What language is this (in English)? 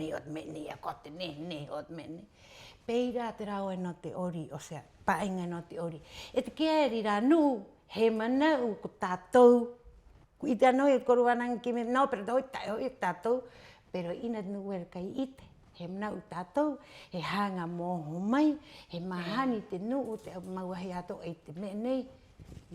Rapanui